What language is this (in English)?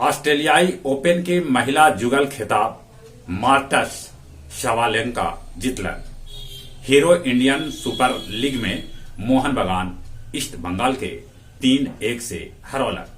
Magahi